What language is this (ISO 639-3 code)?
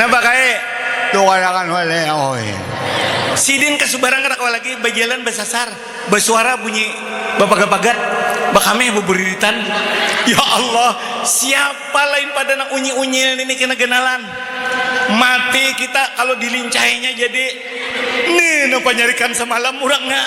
bjn